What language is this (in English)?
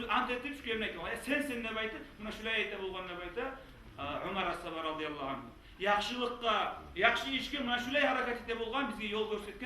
Kumyk